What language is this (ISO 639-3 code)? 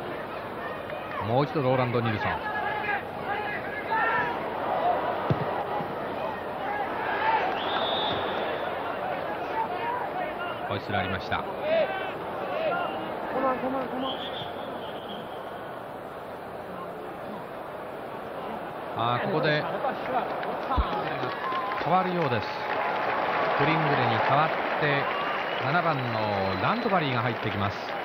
jpn